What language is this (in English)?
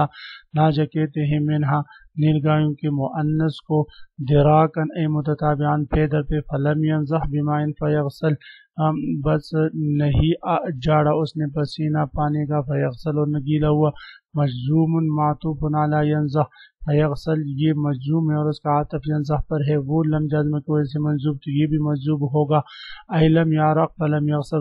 Urdu